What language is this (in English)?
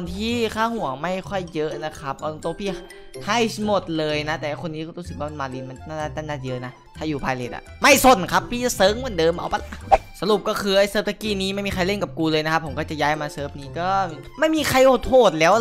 Thai